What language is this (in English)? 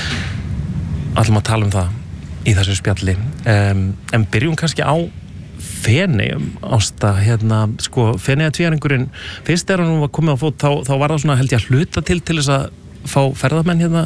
Icelandic